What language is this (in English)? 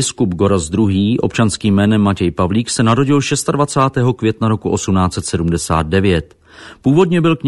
Czech